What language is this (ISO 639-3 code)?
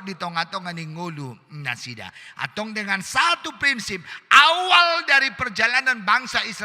bbc